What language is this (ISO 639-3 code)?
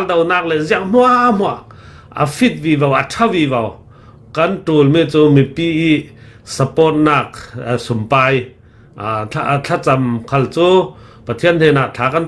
cfm